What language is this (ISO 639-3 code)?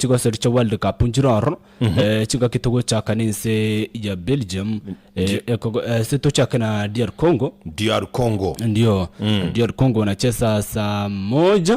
guz